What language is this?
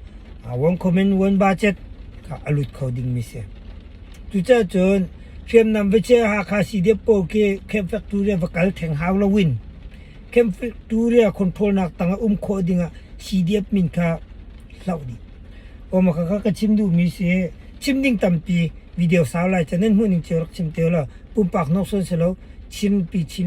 Hakha Chin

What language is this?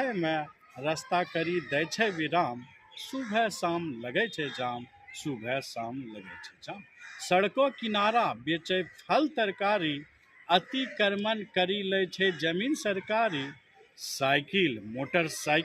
Angika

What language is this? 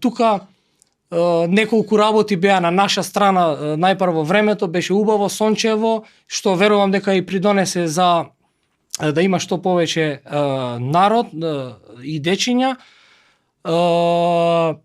Macedonian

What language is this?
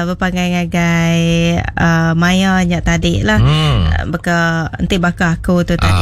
Iban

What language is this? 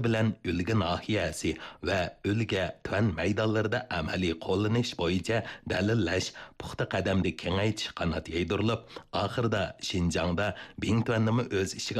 Uyghur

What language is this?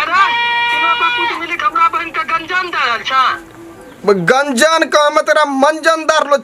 Maithili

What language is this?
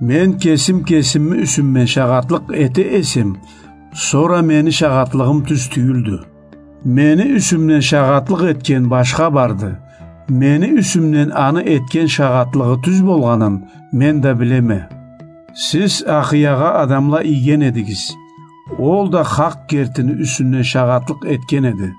Karachay-Balkar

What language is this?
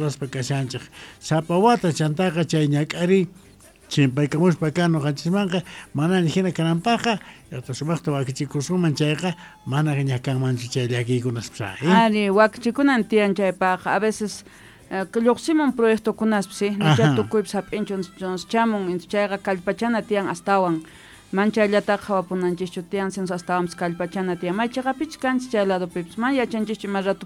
Quechua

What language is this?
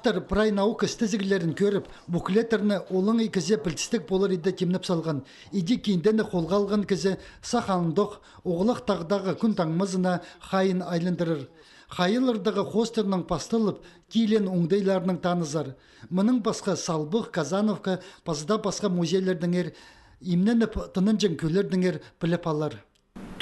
Khakas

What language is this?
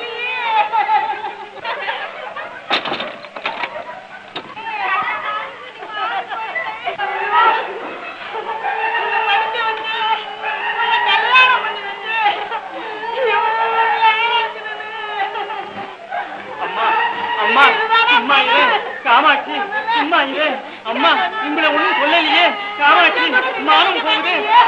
Tamil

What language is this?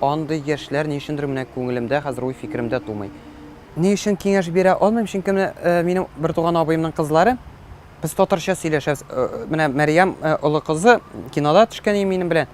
Tatar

